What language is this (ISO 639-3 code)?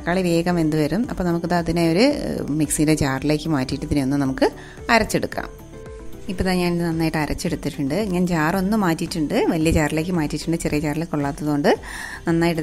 mal